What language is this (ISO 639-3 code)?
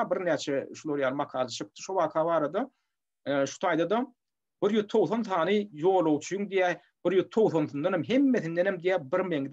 tuk